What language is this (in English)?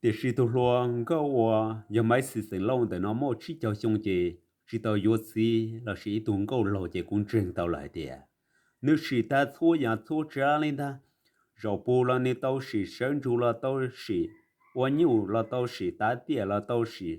Hmong